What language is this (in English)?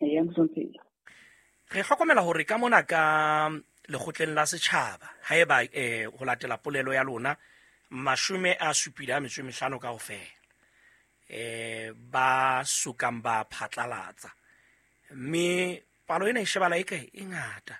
Southern Sotho